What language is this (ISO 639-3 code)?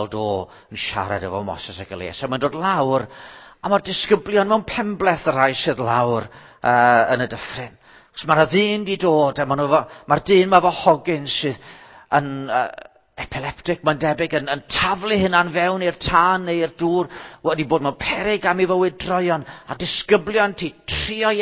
cym